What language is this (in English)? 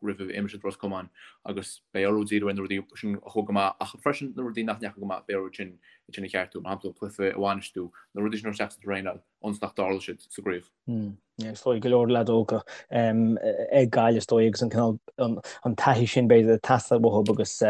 Irish